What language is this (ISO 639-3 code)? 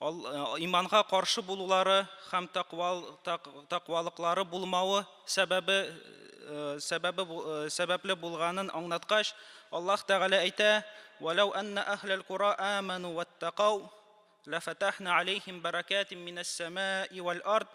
tat